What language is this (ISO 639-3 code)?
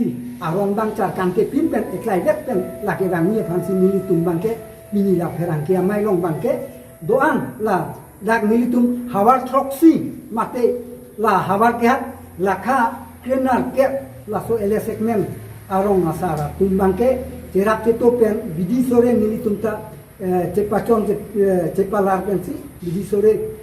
mjw